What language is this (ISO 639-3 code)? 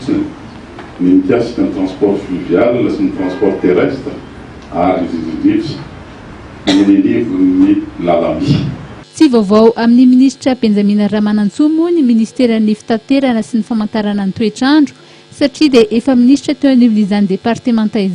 mlg